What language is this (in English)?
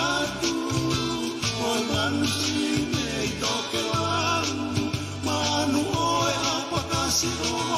Tongan